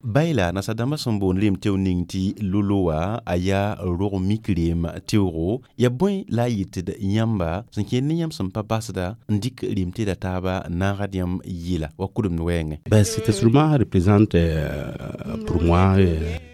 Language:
Mossi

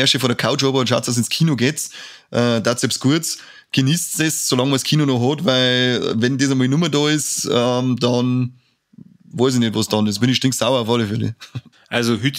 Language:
Bavarian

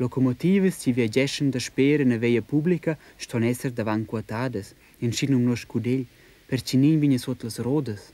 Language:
Romansh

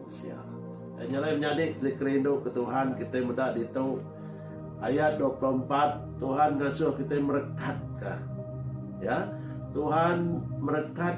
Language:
Iban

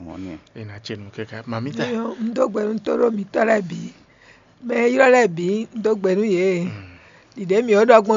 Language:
Fon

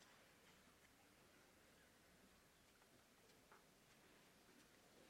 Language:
Finnish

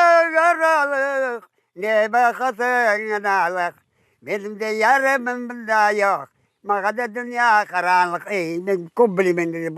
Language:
Crimean Tatar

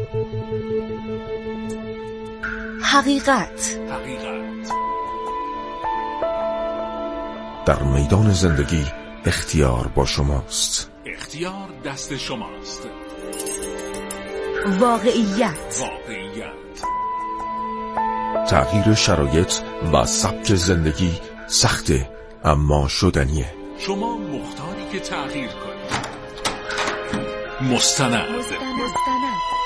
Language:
Persian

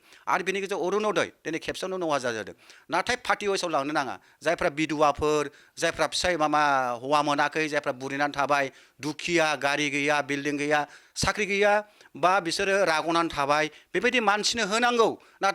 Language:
Bodo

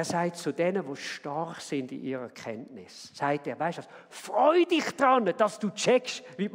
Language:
Swiss German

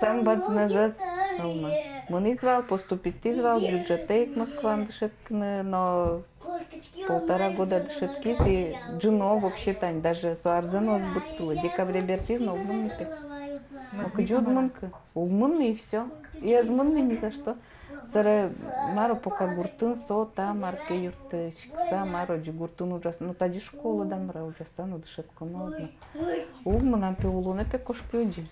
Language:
Udmurt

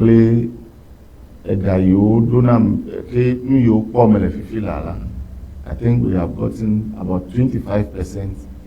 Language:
Ewe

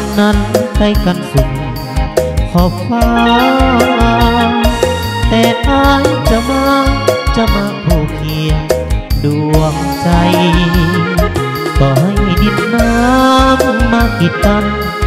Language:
Thai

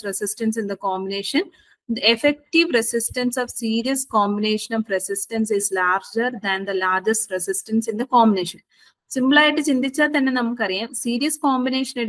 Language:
Malayalam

